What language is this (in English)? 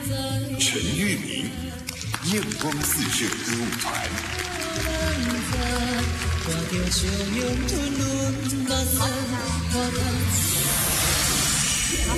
Chinese